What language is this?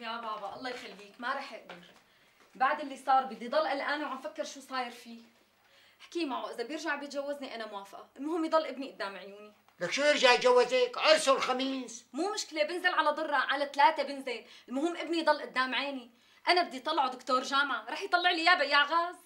North Levantine Arabic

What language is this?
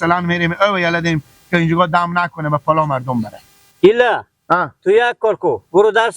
Persian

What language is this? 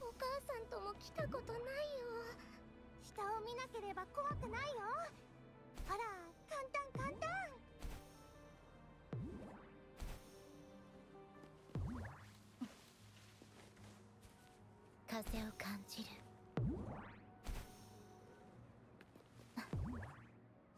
Japanese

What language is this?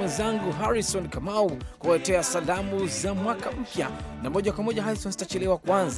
Swahili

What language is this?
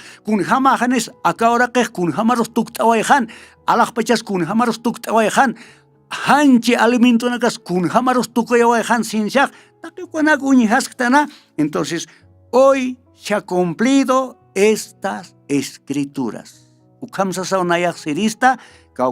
Aymara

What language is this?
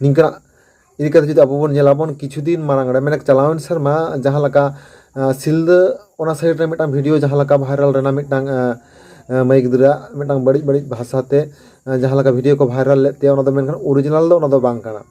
Santali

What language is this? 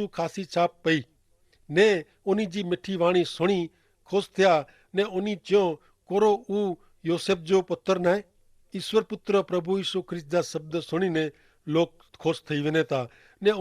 Kachhi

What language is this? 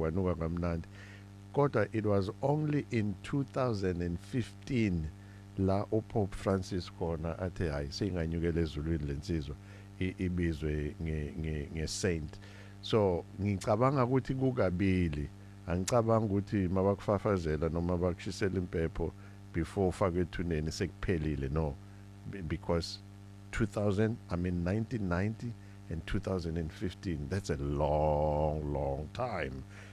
Zulu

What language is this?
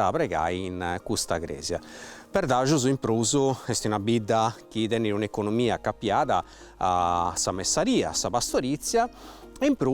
Sardinian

